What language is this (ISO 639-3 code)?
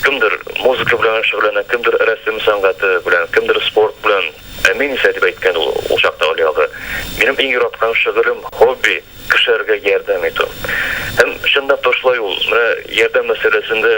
tat